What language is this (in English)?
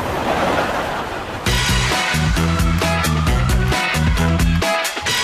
Catalan